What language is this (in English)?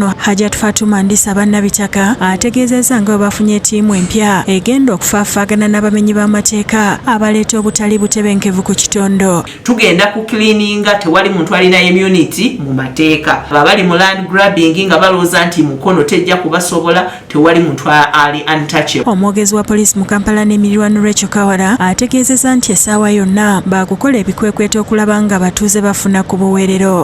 Ganda